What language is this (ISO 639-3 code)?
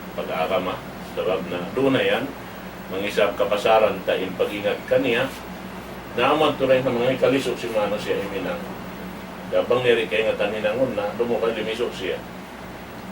tsg